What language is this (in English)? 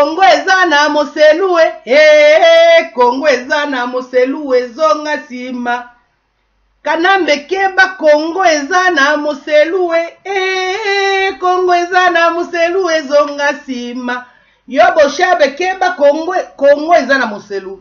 Lingala